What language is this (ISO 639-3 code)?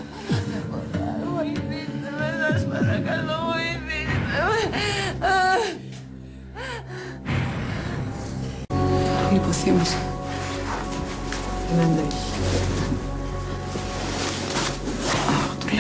ell